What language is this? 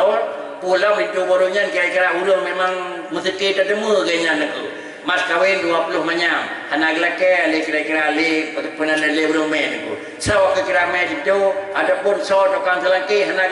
Achinese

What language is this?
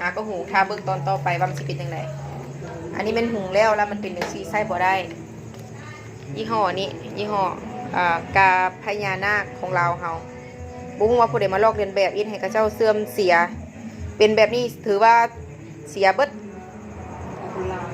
Lao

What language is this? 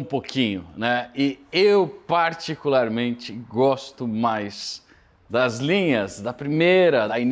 Portuguese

